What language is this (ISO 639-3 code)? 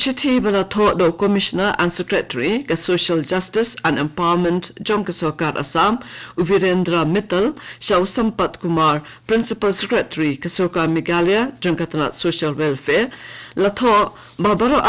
kha